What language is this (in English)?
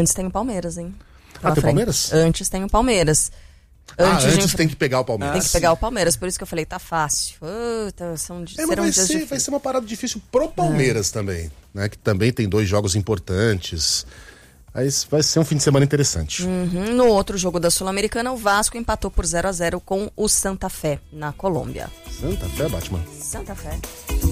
Portuguese